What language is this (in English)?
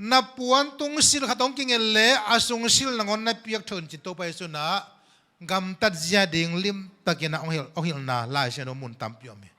Tedim Chin